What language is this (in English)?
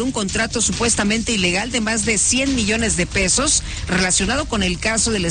Spanish